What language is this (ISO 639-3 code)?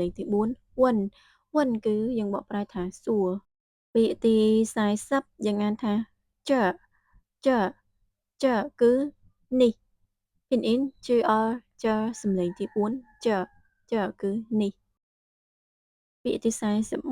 khm